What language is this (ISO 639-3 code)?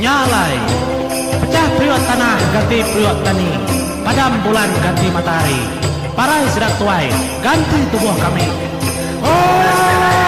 iba